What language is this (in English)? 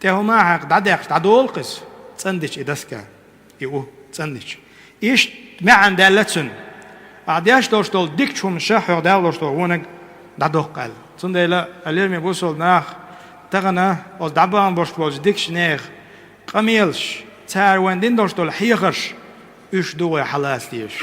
Chechen